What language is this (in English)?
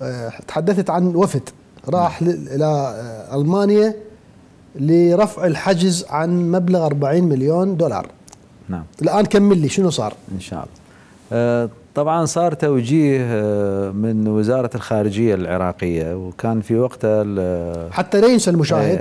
Mesopotamian Arabic